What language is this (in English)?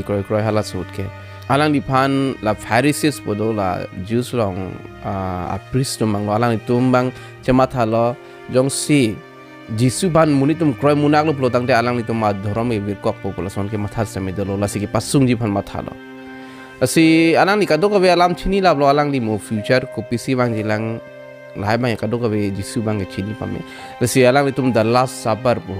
Karbi